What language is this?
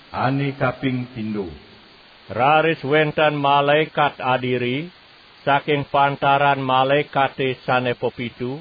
Balinese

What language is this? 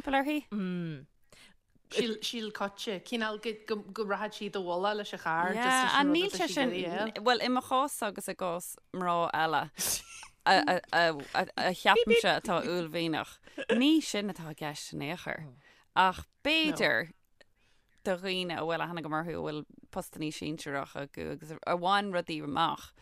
Irish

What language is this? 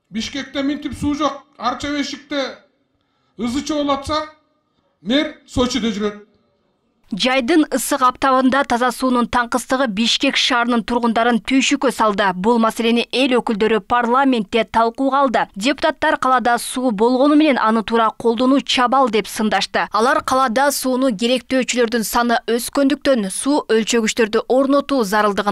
Kyrgyz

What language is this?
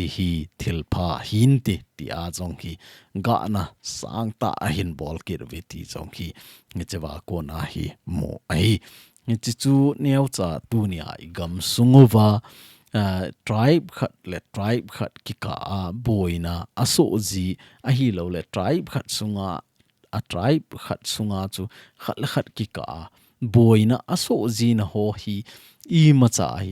Thado Chin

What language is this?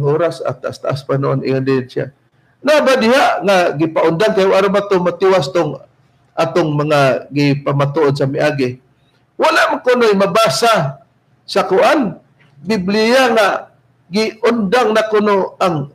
Cebuano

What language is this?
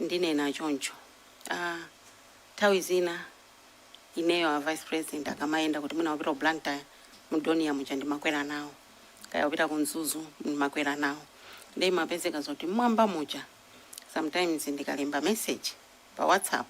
Nyanja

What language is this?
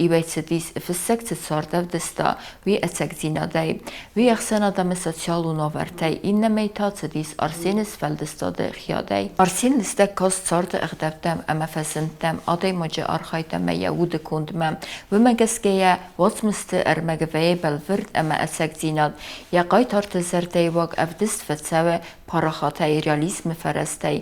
Ossetic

